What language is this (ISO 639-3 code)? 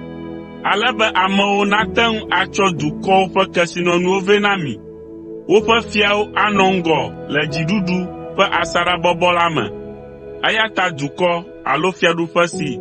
ewe